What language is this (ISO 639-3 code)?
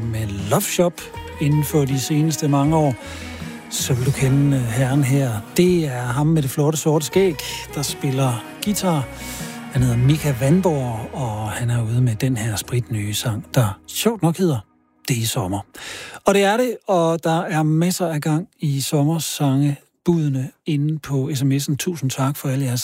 dan